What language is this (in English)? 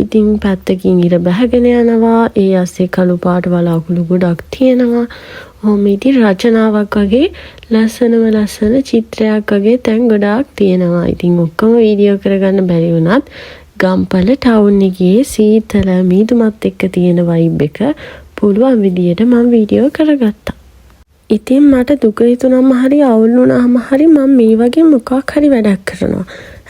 Sinhala